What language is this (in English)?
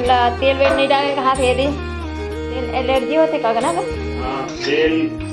Chhattisgarhi